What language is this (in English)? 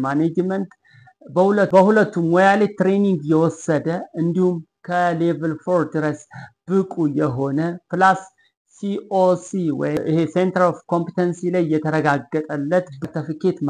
Amharic